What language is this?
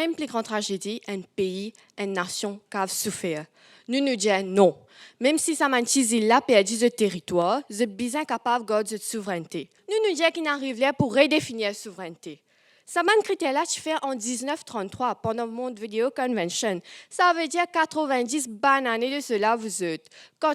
Morisyen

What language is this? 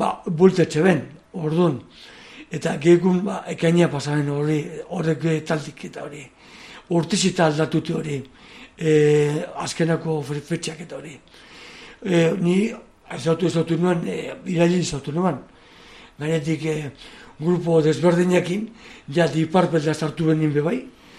Basque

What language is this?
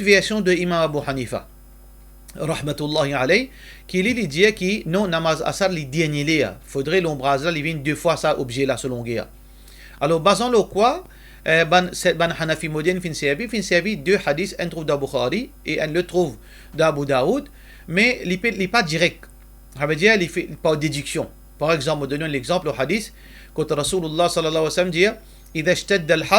Morisyen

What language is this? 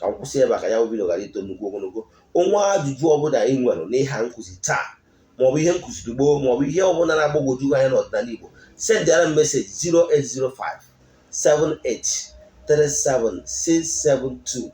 Igbo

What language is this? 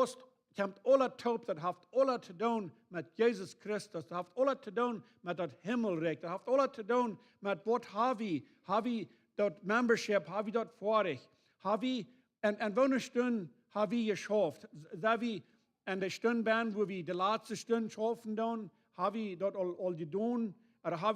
Plautdietsch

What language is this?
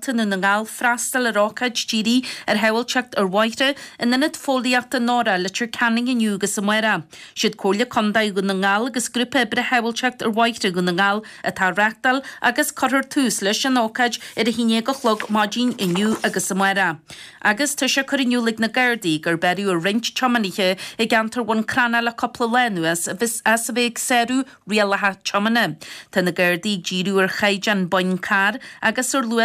Irish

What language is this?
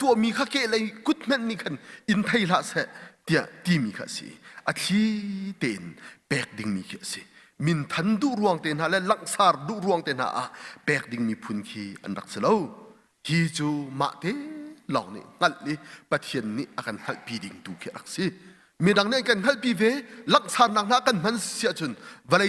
Hakha Chin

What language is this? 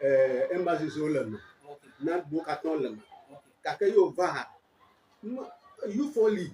Ewe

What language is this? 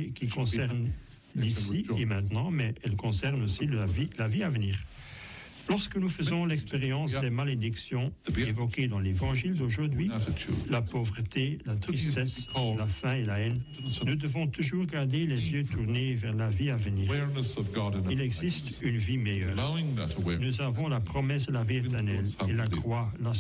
French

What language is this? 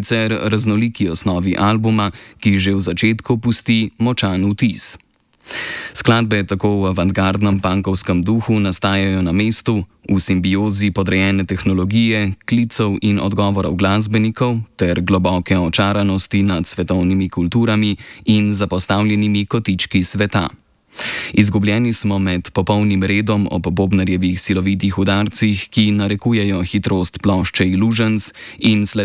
Slovenian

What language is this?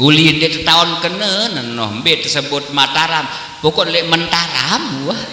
Sasak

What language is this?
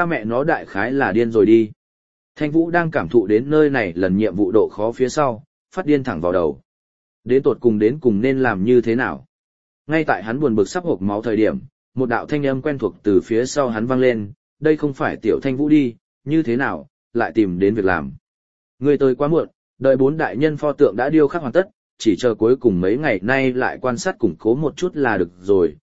Vietnamese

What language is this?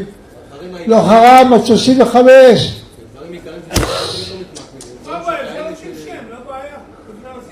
Hebrew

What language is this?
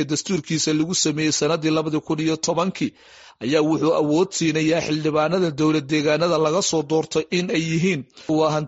Somali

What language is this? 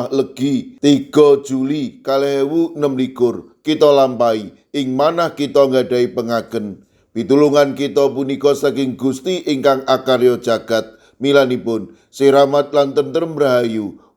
Javanese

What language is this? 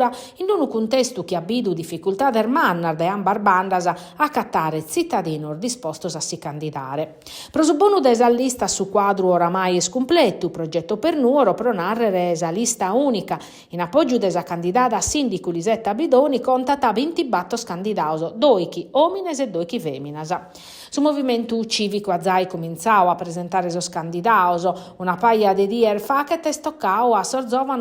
Sardinian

